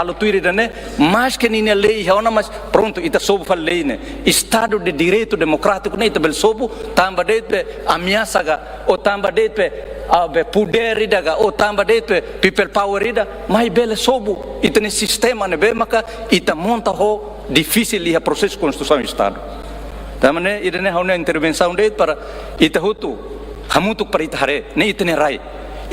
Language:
Tetum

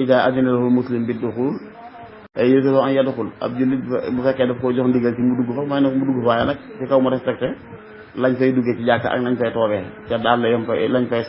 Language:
Wolof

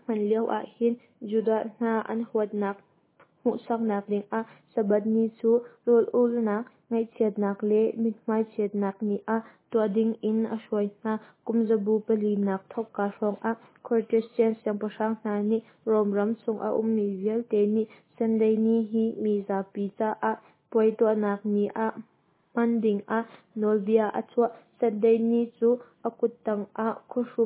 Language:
Hakha Chin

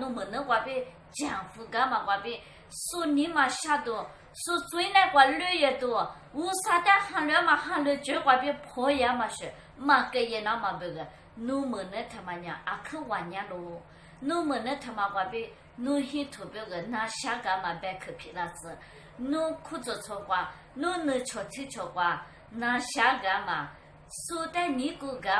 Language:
Lisu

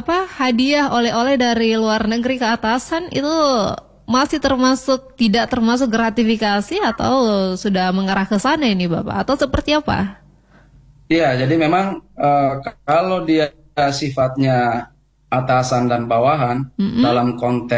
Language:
Indonesian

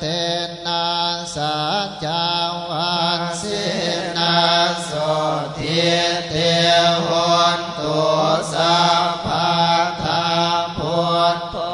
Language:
Pali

